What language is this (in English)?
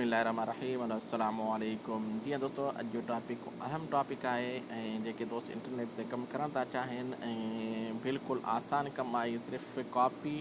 Sindhi